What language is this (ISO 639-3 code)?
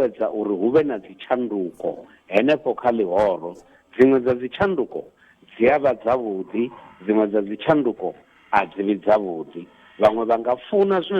ven